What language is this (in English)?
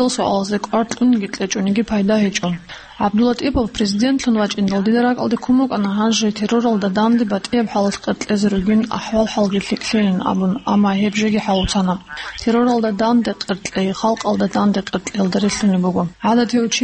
Avaric